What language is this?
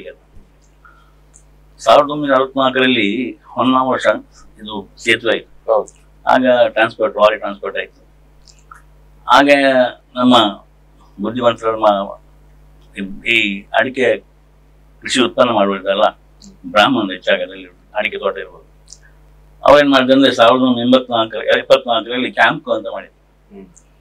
Kannada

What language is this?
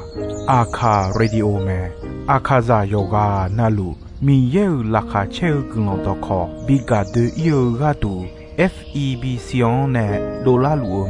Akha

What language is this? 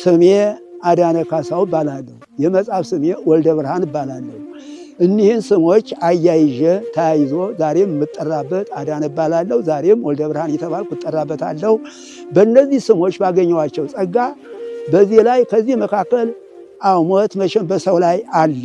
Amharic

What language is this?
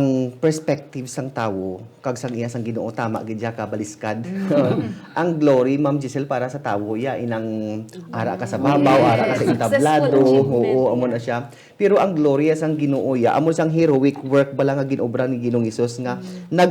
Hiligaynon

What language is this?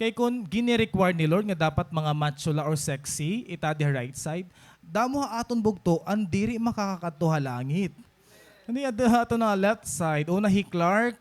Waray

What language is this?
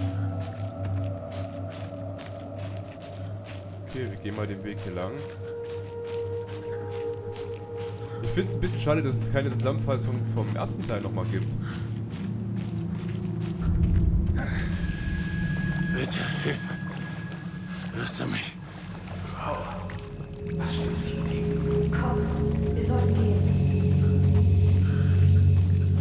German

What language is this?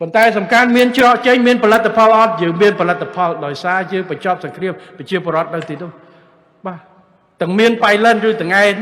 Khmer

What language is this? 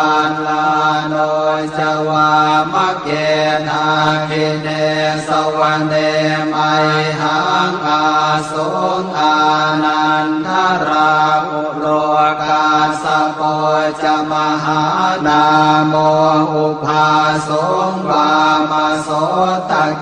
Pali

